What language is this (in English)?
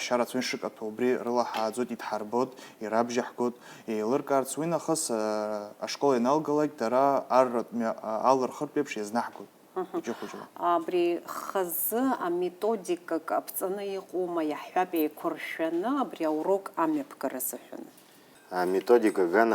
Abkhazian